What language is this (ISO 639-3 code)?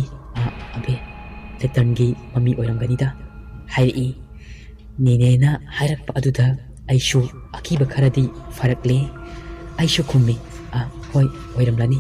mni